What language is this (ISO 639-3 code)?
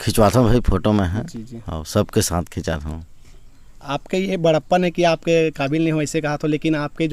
hne